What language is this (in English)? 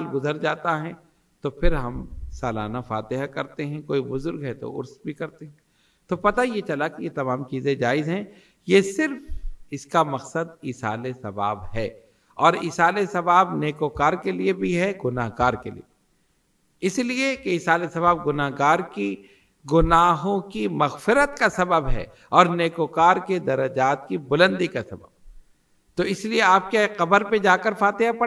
Urdu